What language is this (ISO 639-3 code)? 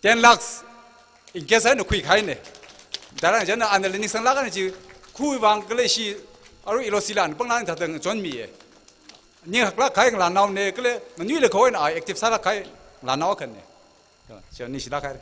nmf